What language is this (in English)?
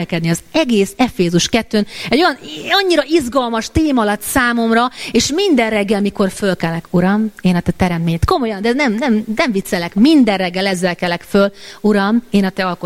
Hungarian